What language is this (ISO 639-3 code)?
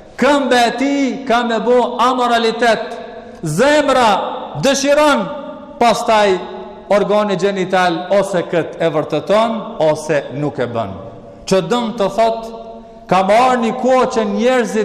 sqi